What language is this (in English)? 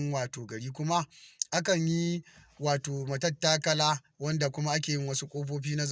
Hausa